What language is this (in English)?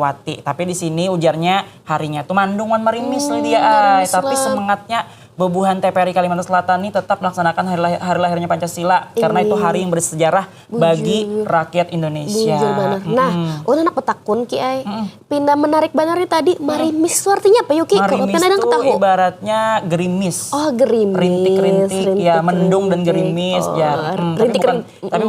Banjar